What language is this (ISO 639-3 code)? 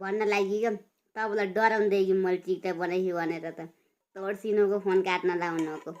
nep